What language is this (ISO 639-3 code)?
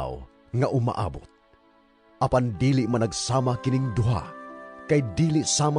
ceb